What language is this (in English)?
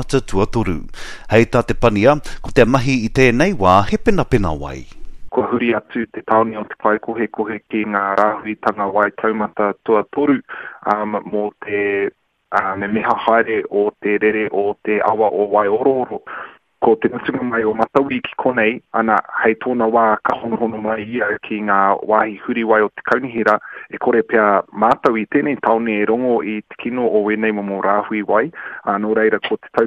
Māori